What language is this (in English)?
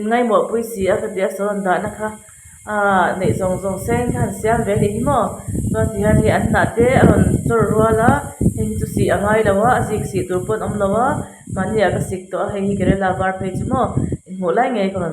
Mizo